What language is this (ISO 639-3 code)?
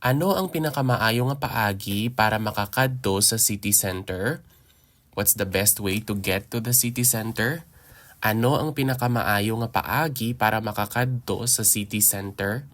hil